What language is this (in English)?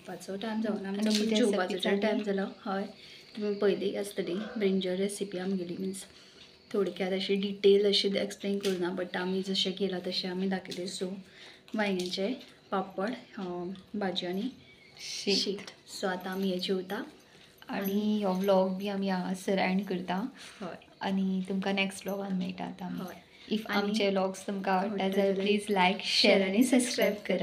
Konkani